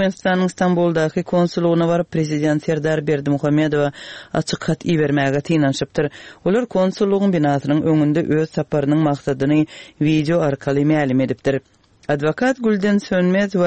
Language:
Turkmen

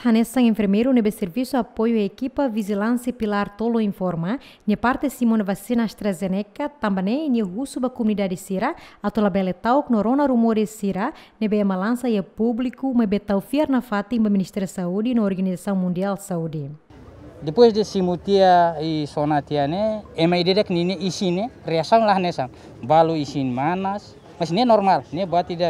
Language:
Tetum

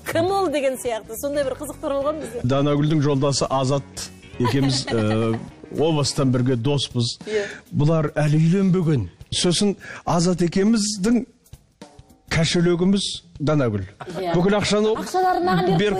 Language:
Kazakh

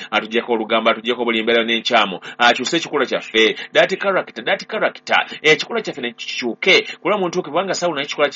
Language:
Ganda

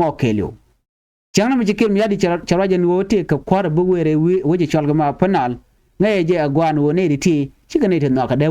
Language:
Nuer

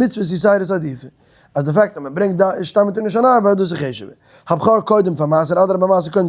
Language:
Yiddish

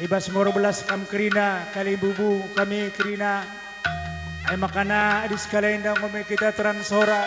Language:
Batak Karo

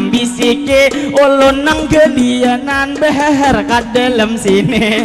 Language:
Banjar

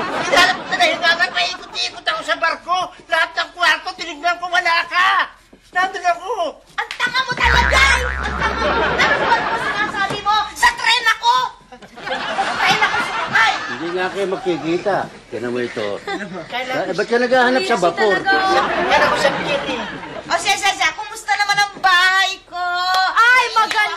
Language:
Filipino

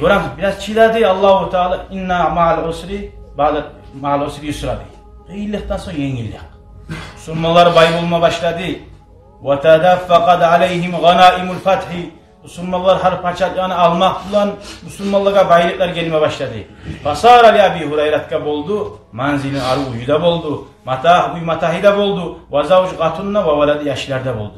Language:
Kumyk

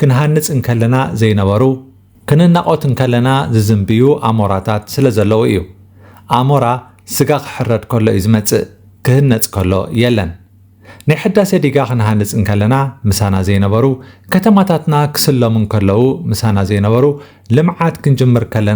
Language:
Tigrinya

